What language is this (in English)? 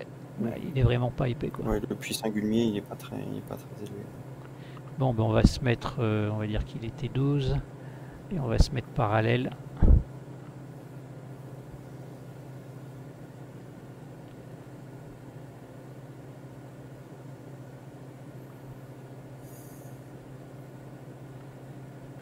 French